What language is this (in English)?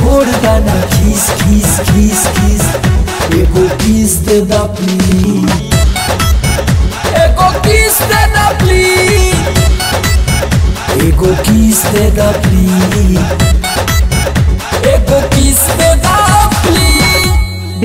Bhojpuri